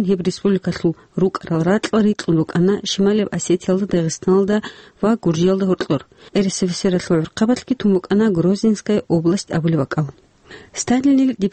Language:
Avaric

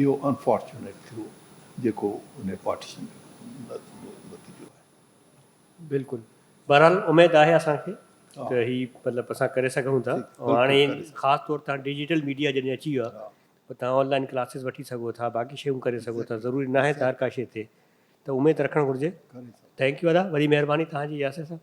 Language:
Sindhi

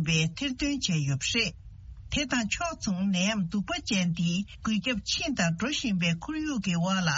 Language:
Tibetan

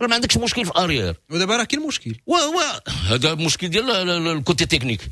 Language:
Moroccan Arabic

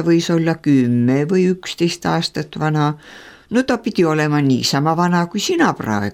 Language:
Estonian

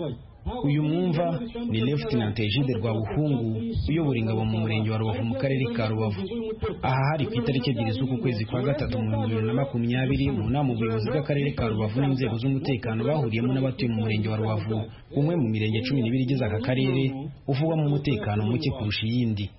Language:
Kinyarwanda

